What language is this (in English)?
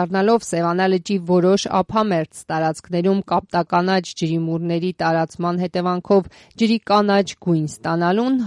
Armenian